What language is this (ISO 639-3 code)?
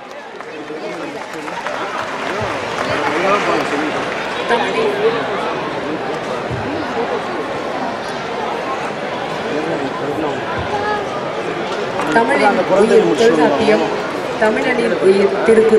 tam